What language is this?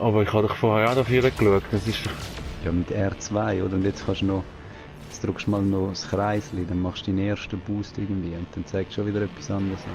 Swiss German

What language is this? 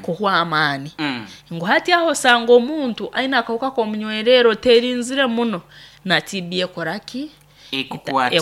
Nyoro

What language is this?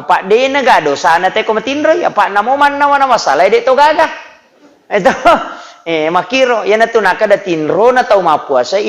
Buginese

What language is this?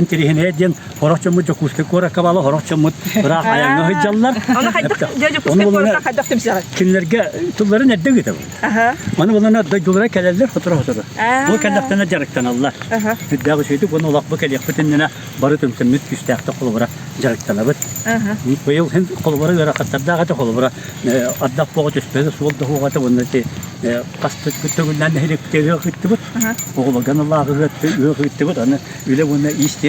Yakut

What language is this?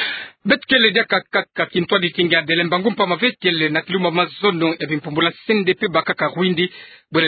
Kituba (Democratic Republic of Congo)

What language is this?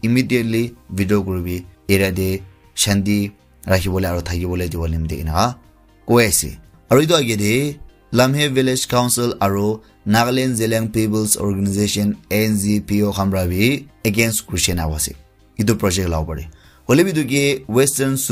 Naga Pidgin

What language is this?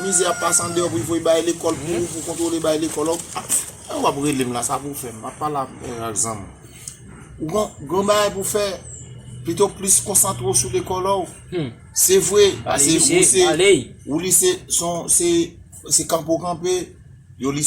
Haitian Creole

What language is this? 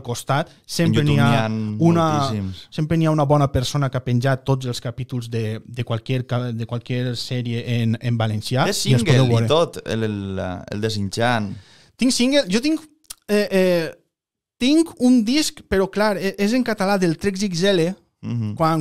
Catalan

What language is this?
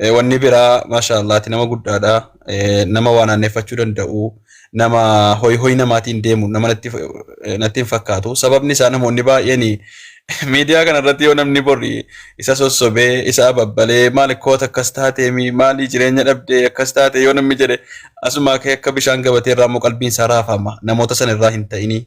Oromo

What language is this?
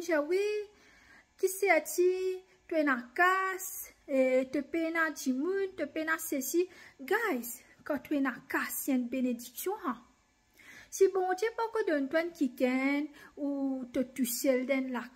Morisyen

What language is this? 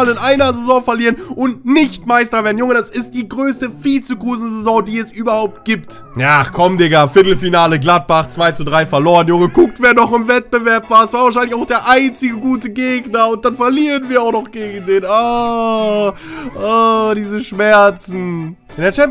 German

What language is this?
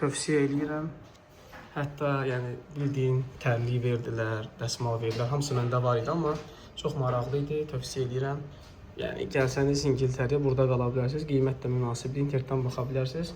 Azerbaijani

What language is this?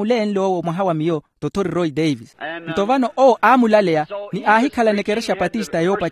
Makhuwa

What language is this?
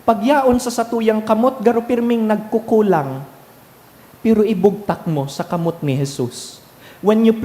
Bikol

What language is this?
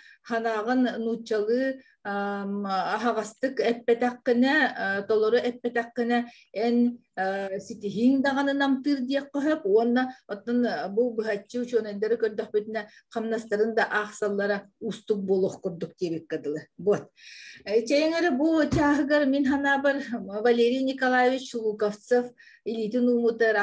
Yakut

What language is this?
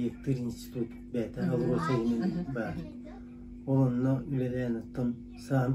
Yakut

